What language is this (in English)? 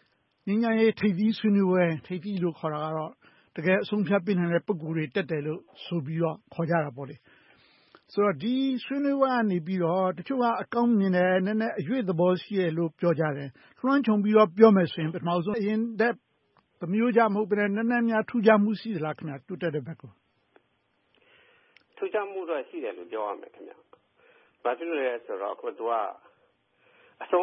Burmese